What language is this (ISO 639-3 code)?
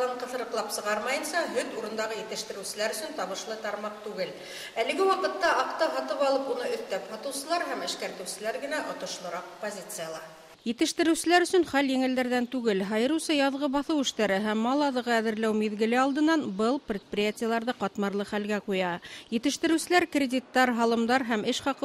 bak